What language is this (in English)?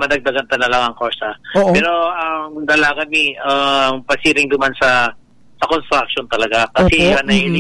Bikol